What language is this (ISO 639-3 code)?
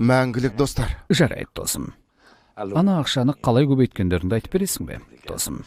kaz